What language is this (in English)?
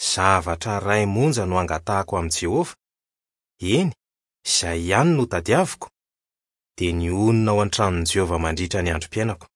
Malagasy